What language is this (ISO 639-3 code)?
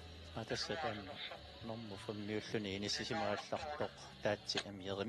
kal